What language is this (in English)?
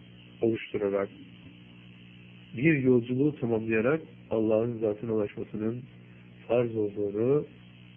Turkish